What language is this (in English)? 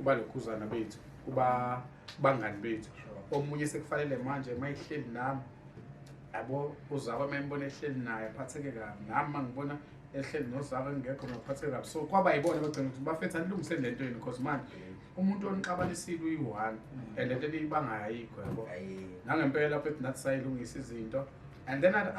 Zulu